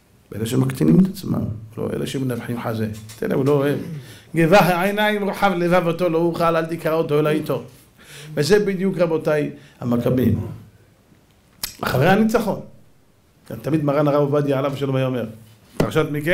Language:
Hebrew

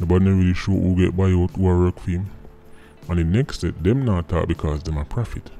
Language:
Jamaican Creole English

